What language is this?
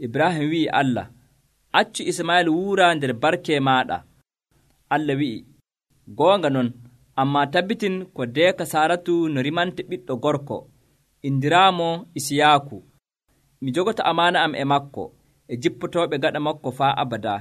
Nigerian Fulfulde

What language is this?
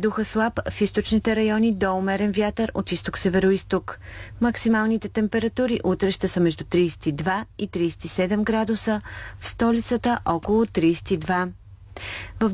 Bulgarian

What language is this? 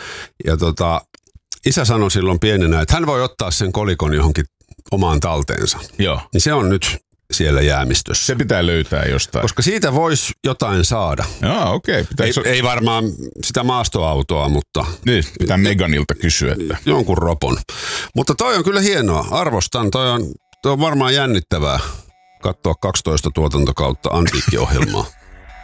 Finnish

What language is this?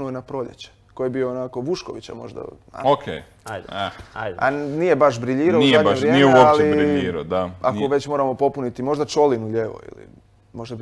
Croatian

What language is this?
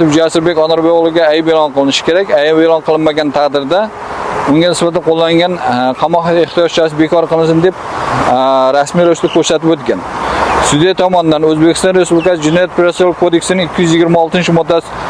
Uzbek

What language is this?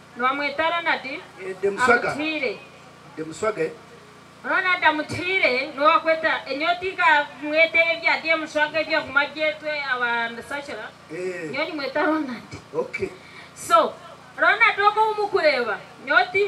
Nyankole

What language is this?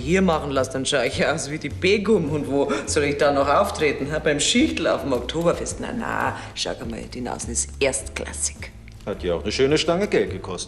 Bavarian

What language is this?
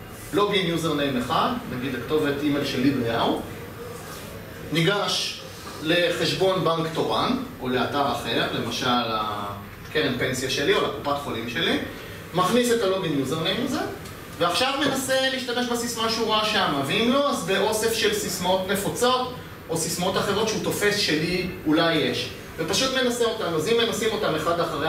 Hebrew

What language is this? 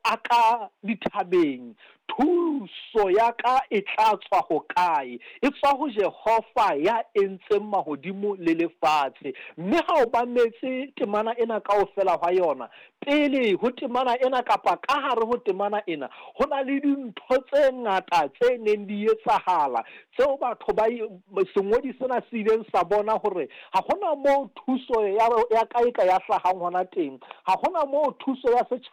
Southern Sotho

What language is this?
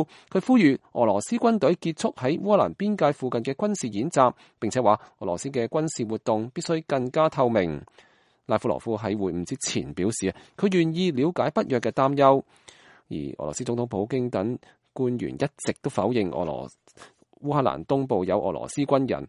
Cantonese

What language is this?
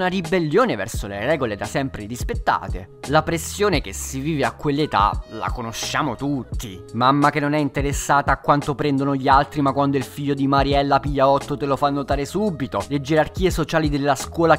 Italian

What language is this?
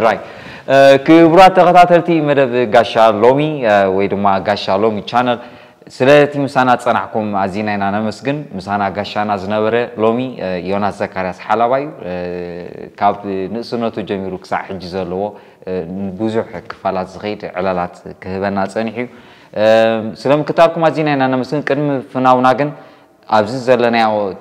Tigrinya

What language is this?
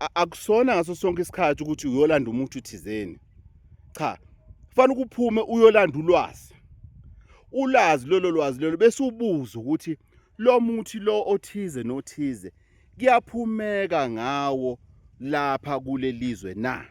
Zulu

